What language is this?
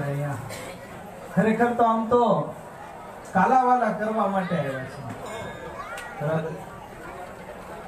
Gujarati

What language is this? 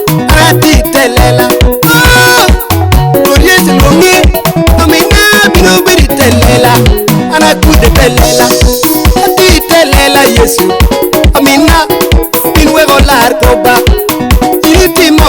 Lango (Uganda)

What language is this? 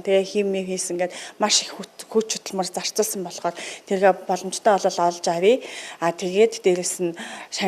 Mongolian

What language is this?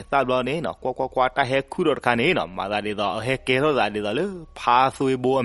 S'gaw Karen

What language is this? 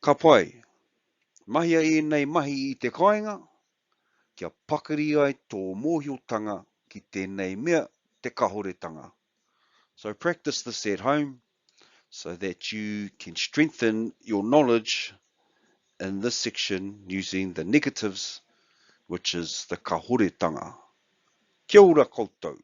Māori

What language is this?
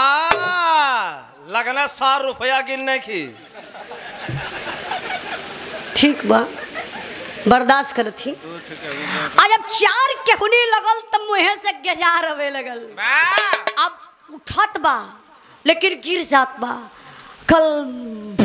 Bhojpuri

